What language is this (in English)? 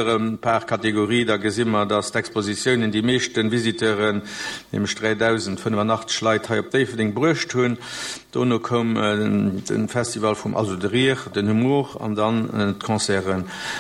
Luxembourgish